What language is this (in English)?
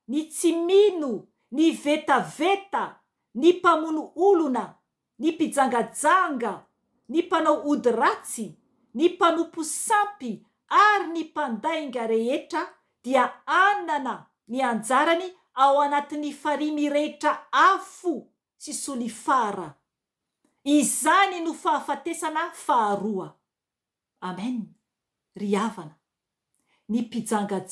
Malagasy